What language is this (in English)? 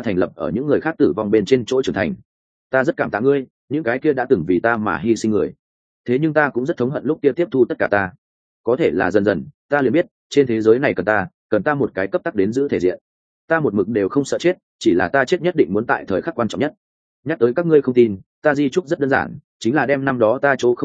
Vietnamese